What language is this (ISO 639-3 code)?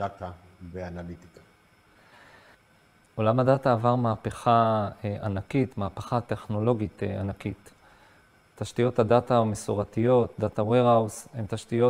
heb